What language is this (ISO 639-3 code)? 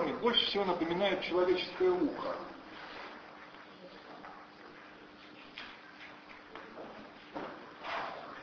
rus